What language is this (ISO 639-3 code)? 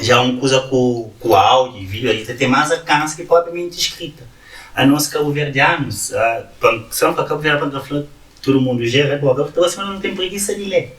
kea